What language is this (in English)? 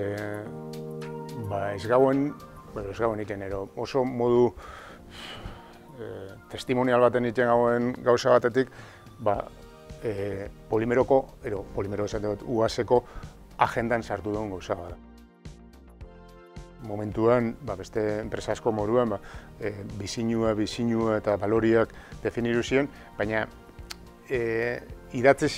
Basque